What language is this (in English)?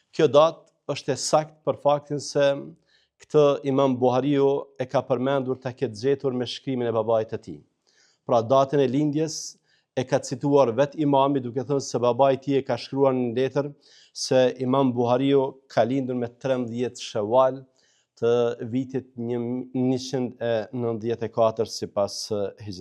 Albanian